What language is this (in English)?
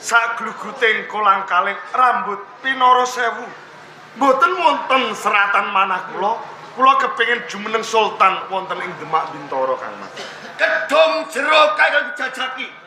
Javanese